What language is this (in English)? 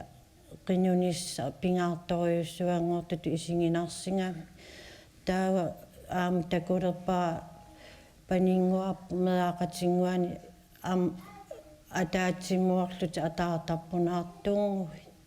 Kalaallisut